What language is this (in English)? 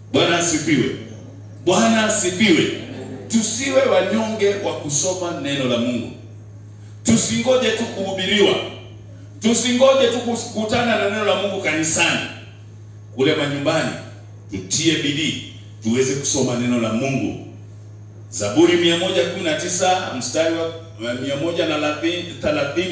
Swahili